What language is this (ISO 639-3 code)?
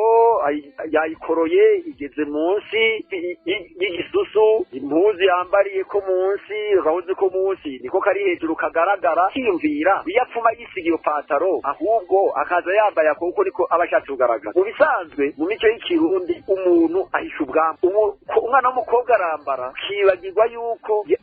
run